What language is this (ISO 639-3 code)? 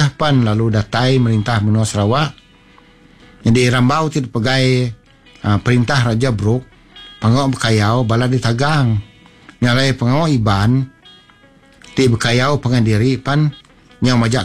iba